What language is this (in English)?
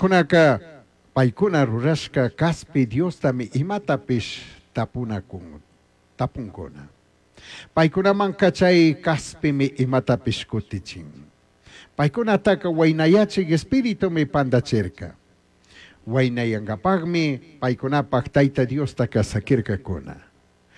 Chimborazo Highland Quichua